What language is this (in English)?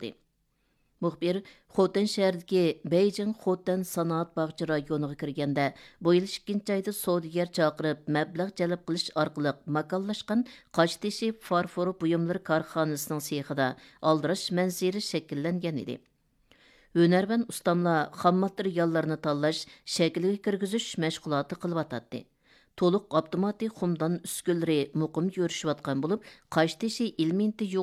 Uyghur